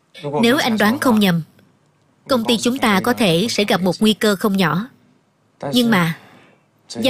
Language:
Vietnamese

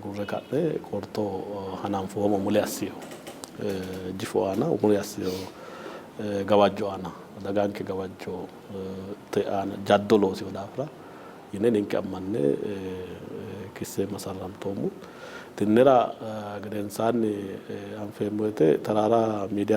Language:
Sidamo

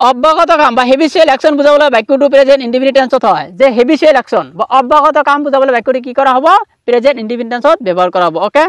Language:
Assamese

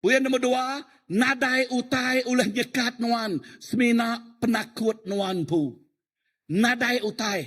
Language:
Iban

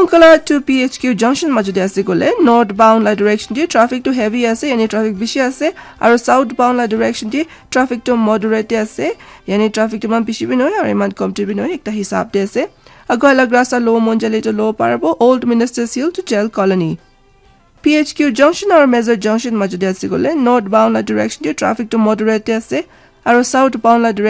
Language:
Naga Pidgin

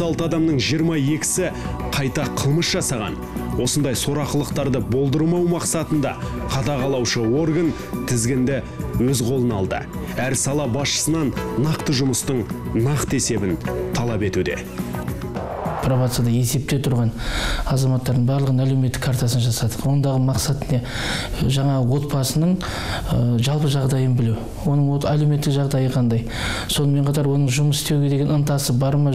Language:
Kazakh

